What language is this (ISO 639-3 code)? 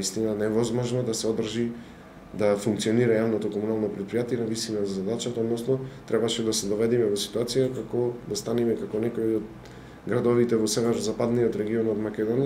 mkd